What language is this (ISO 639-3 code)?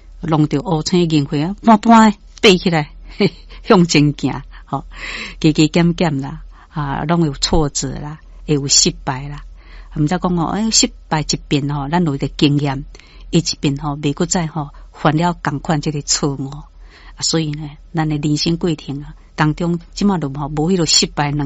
nan